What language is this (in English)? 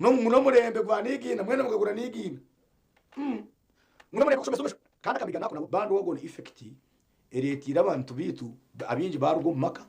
Nyankole